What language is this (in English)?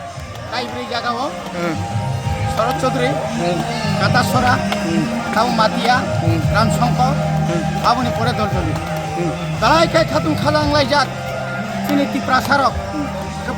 Kok Borok